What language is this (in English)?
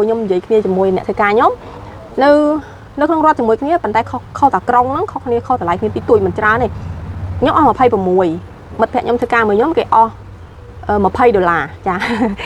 Khmer